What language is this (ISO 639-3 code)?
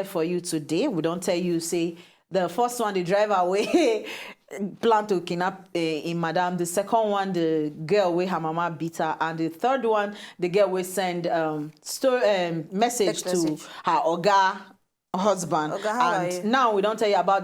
pcm